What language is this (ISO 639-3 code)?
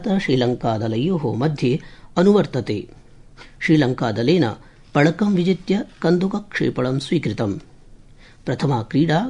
san